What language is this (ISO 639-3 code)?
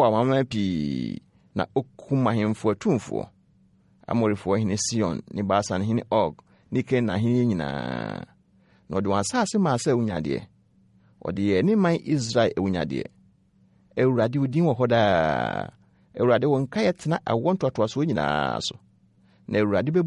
aka